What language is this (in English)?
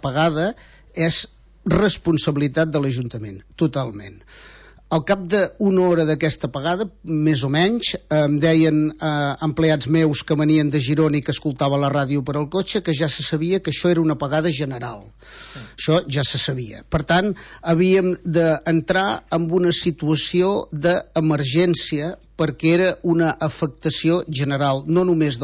Catalan